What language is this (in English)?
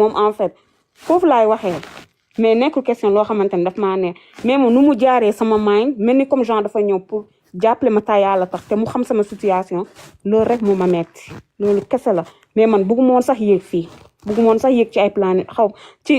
Wolof